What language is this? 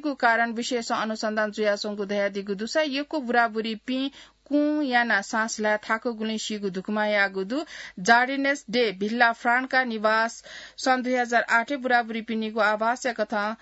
Newari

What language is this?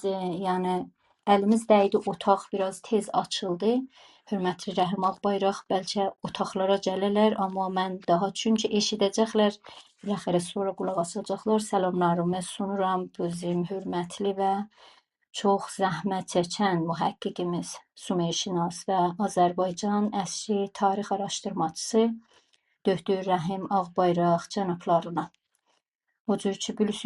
South Azerbaijani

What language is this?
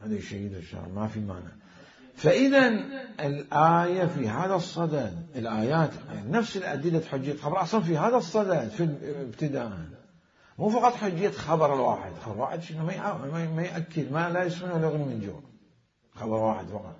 Mesopotamian Arabic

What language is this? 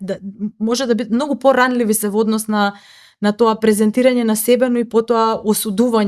Macedonian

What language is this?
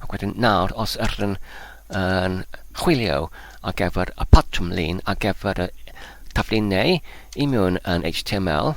Welsh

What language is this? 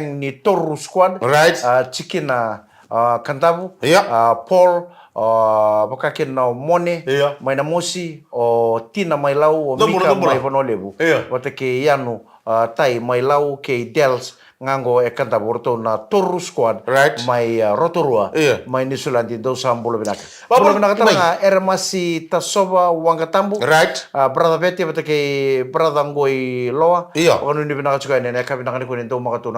Fijian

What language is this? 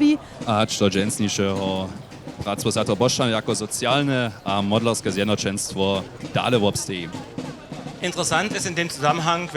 Upper Sorbian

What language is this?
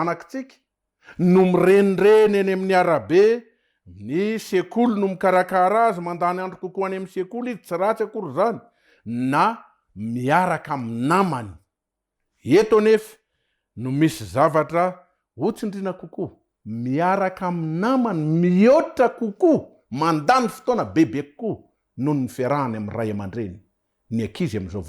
Malagasy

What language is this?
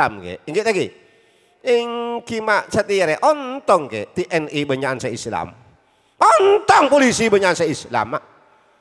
Madurese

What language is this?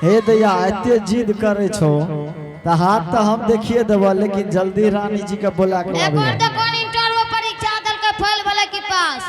Angika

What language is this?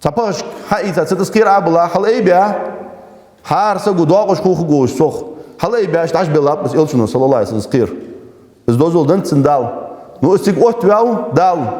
Ingush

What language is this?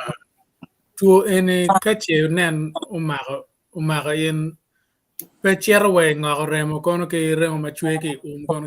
Acoli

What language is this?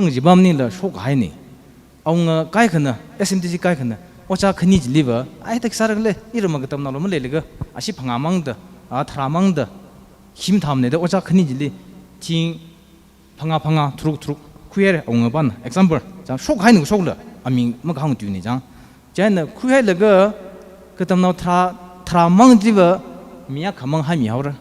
Tangkhul Naga (India)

